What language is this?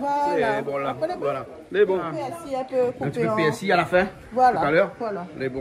Réunion Creole French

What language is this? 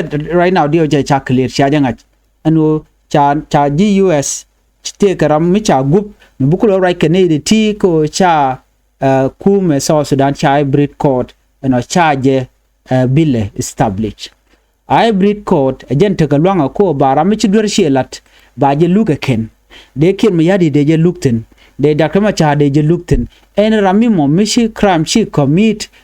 Nuer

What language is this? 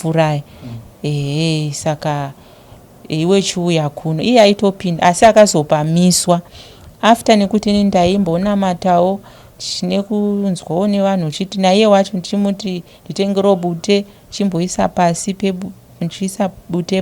Shona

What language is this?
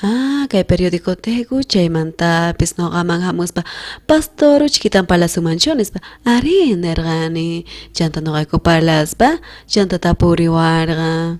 South Bolivian Quechua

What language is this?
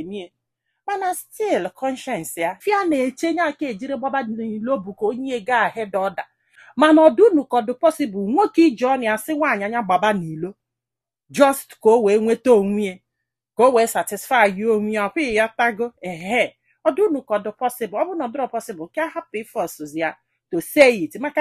Igbo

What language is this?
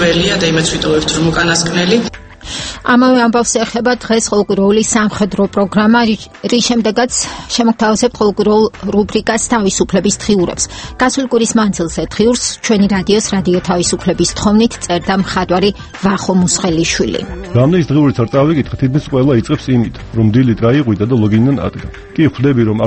Georgian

